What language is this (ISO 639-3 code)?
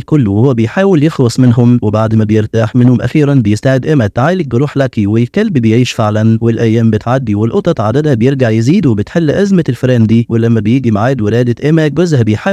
arz